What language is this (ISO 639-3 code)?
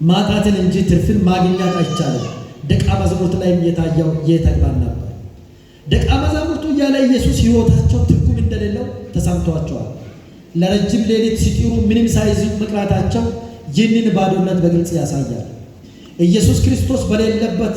amh